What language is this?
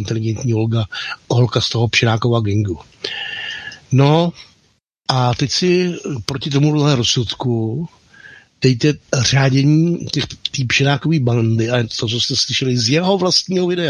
Czech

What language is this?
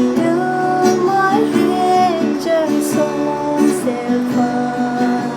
Kok Borok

